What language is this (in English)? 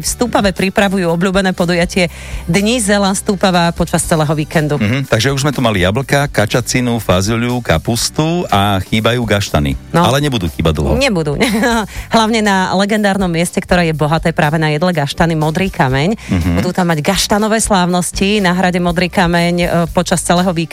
Slovak